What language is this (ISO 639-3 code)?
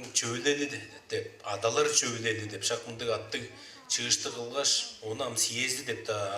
tyv